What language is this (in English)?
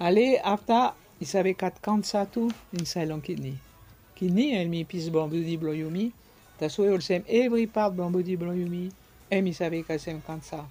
Bislama